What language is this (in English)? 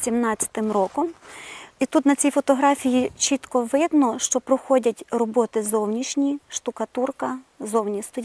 Ukrainian